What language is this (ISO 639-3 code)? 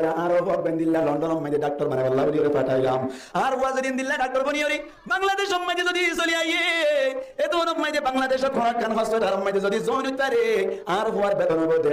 rhg